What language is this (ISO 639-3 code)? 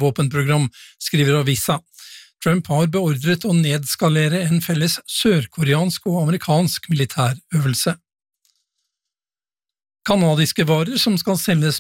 nor